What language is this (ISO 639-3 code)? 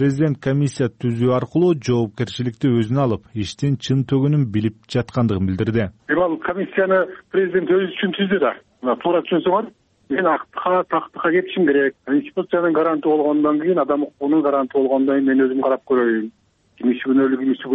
kir